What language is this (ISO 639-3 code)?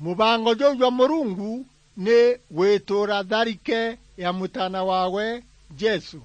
mer